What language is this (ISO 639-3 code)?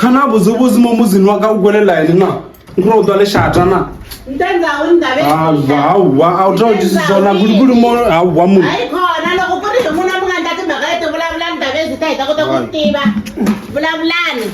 tso